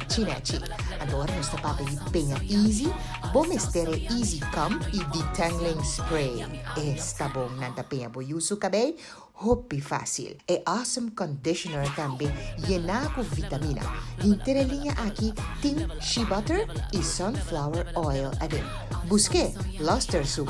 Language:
Papiamento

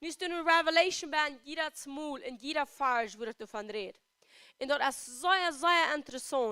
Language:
Plautdietsch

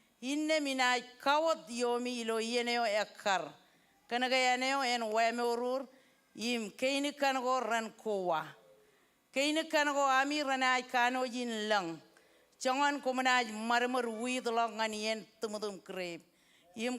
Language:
Marshallese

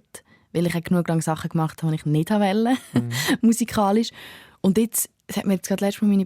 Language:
Swiss German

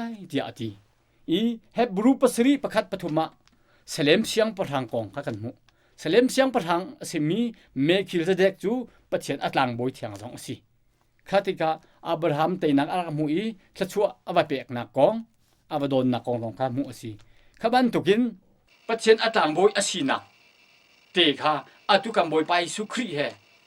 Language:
Hakha Chin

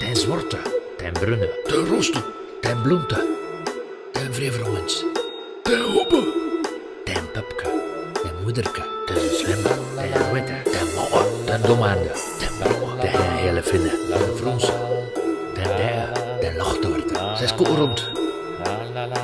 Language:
West Flemish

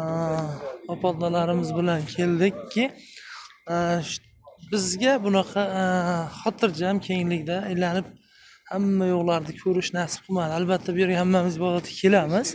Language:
Uzbek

